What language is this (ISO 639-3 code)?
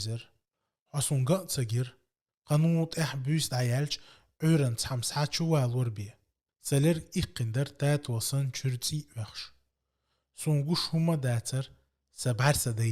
che